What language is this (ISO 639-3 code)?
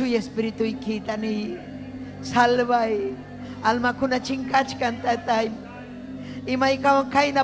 quy